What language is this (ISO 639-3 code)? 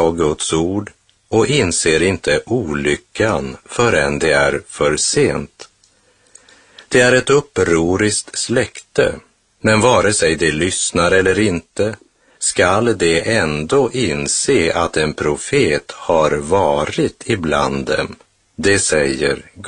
swe